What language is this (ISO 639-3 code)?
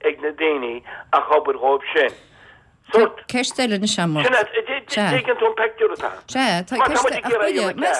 gle